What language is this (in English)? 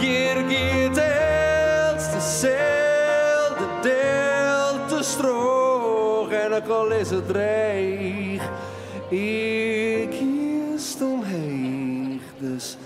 Western Frisian